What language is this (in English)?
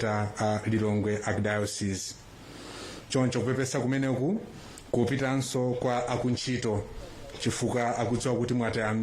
Nyanja